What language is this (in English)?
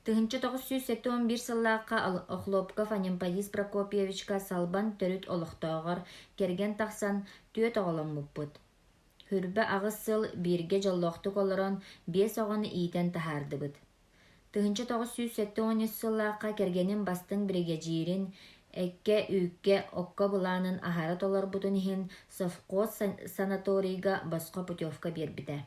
Yakut